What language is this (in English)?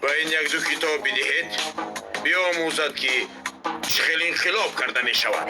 Tajik